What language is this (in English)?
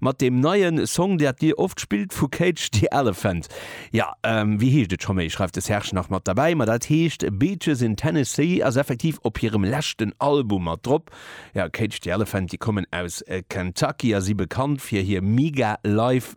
Luxembourgish